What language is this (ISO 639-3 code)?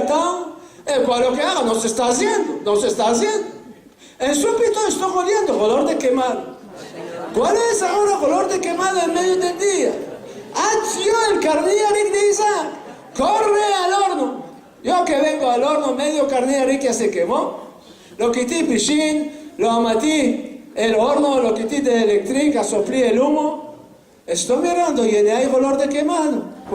lad